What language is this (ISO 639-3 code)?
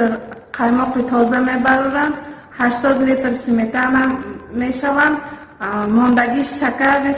tgk